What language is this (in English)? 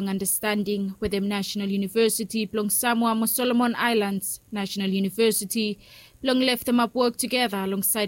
Bislama